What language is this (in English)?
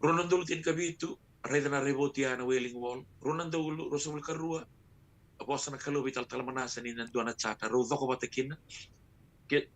Fijian